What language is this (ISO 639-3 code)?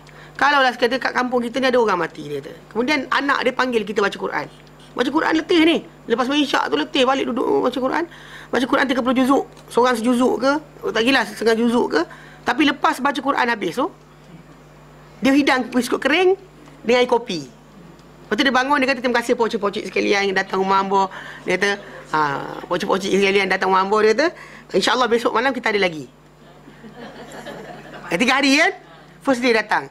msa